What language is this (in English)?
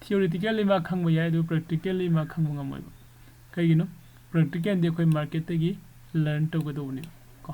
Manipuri